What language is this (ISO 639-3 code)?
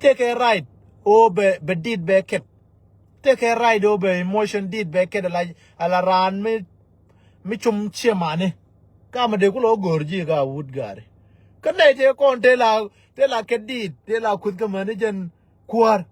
nus